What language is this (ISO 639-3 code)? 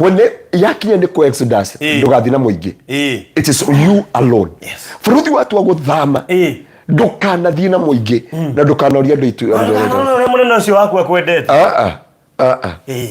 kik